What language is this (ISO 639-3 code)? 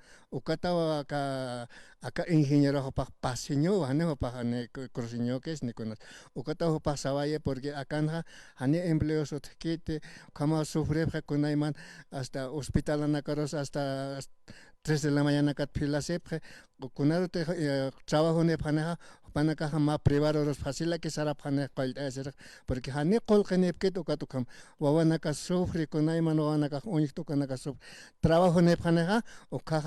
aym